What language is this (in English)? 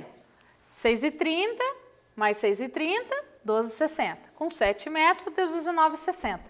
Portuguese